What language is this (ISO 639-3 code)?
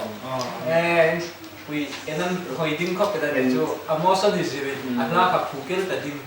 hmr